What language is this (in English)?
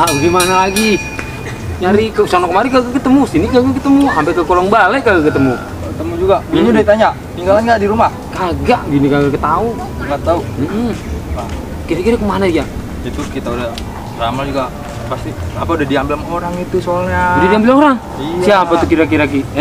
Betawi